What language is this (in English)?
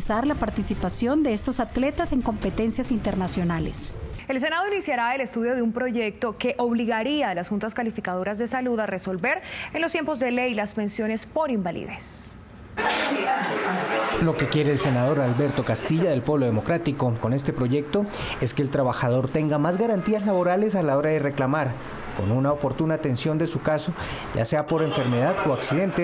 Spanish